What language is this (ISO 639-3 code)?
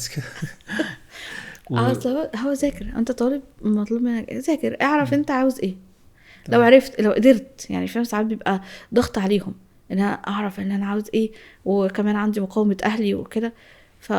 arz